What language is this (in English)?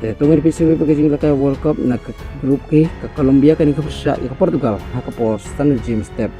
Khasi